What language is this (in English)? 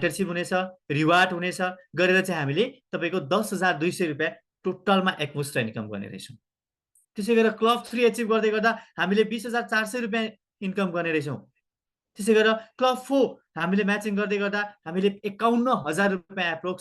Nepali